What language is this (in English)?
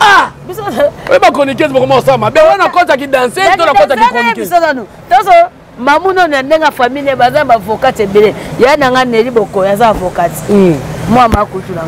Lingala